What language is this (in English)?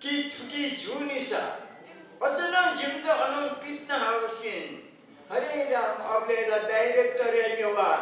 Newari